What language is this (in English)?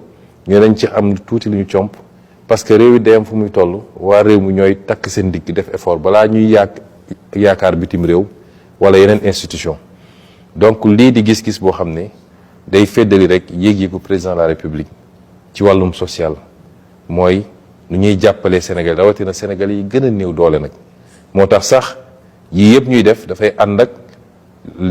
Wolof